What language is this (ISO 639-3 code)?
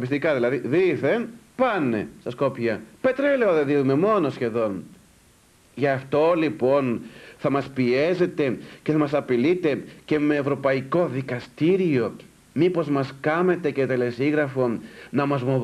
ell